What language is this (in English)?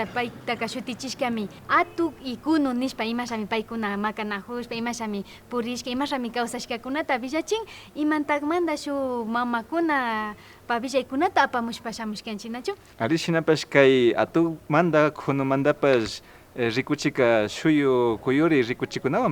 Imbabura Highland Quichua